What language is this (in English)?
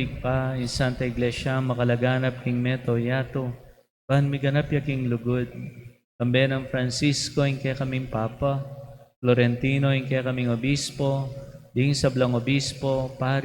Pampanga